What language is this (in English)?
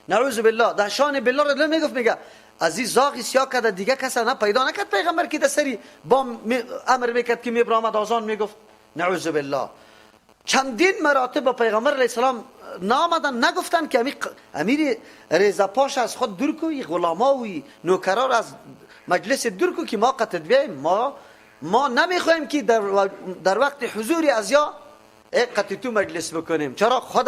Persian